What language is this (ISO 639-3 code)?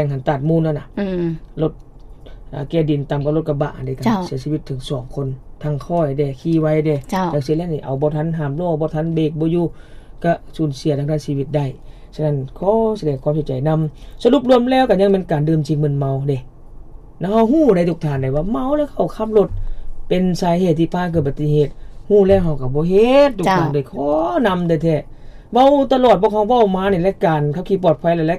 lao